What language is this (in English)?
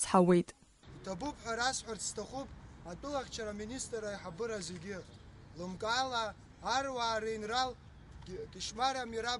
Abkhazian